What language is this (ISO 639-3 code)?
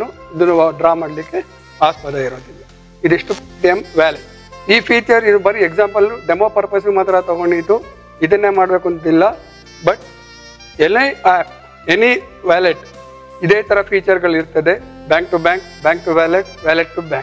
kan